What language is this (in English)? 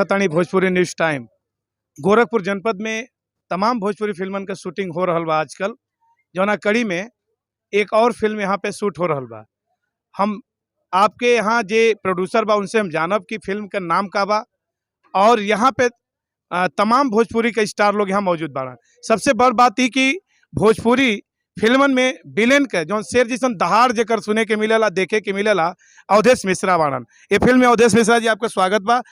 Bhojpuri